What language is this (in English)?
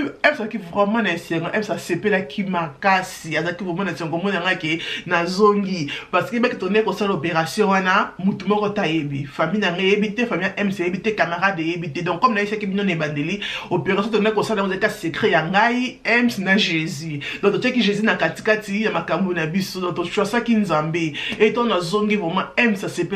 Lingala